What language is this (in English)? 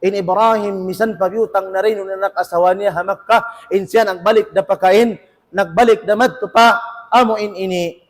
Tausug